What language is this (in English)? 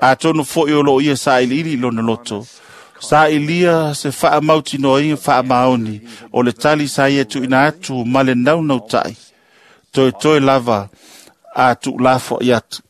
Samoan